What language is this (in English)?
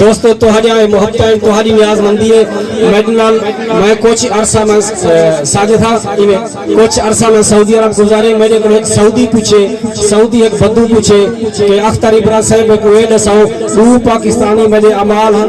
Saraiki